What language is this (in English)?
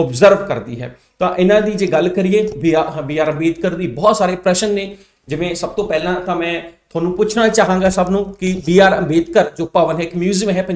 Punjabi